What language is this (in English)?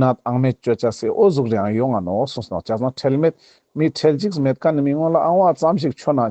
Ladakhi